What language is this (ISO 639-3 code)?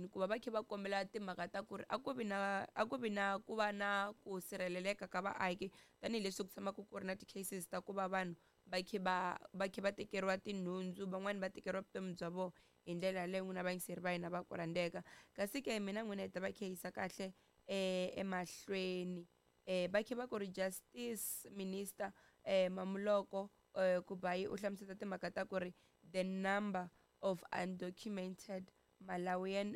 tso